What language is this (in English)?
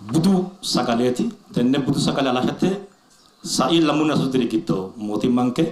Sidamo